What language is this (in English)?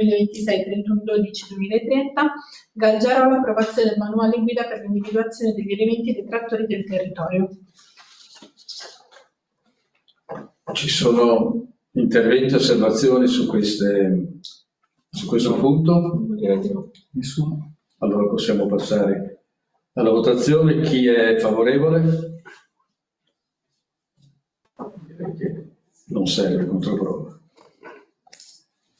Italian